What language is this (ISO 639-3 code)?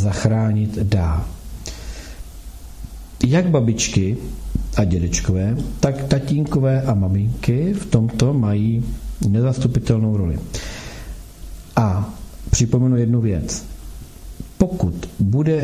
ces